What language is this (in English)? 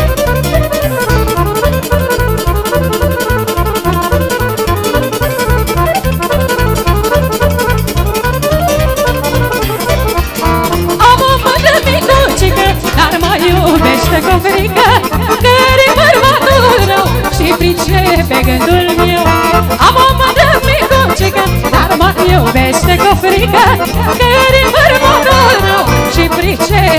Romanian